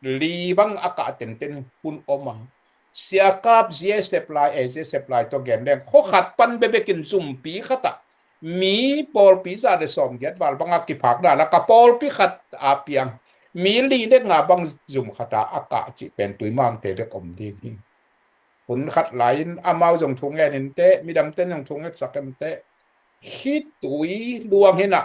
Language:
Tedim Chin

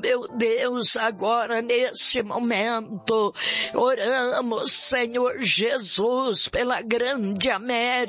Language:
Portuguese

